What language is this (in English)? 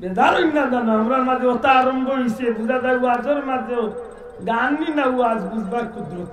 Sylheti